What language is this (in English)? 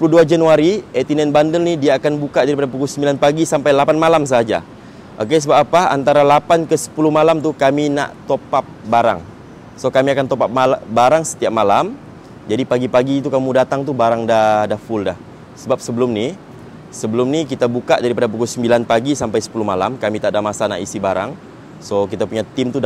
Malay